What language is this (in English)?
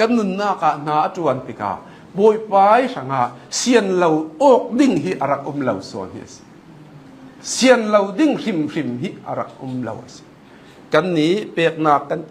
Hakha Chin